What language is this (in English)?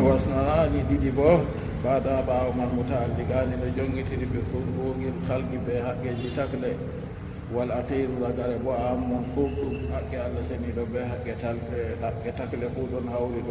Fula